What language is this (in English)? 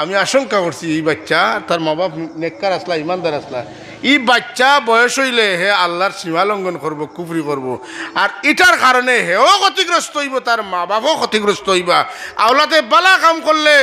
Sylheti